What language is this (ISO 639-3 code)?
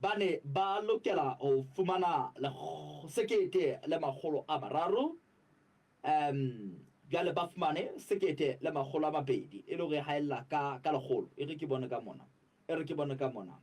sot